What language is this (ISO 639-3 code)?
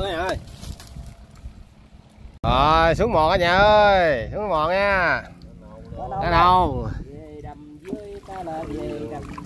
vie